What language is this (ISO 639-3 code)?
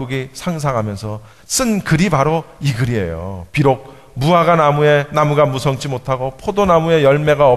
kor